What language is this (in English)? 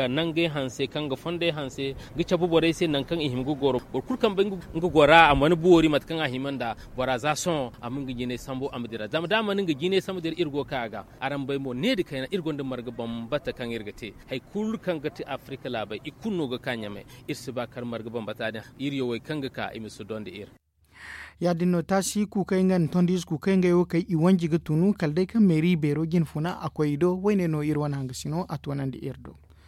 Zarma